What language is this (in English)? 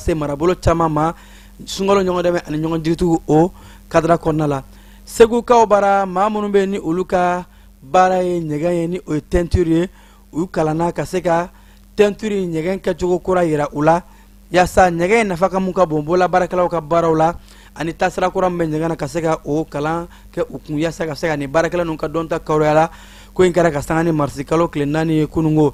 Bambara